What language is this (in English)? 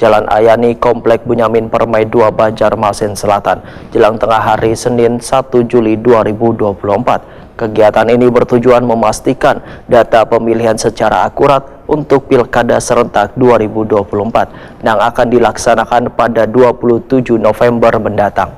Banjar